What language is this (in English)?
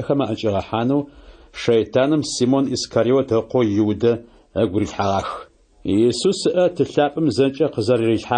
Adyghe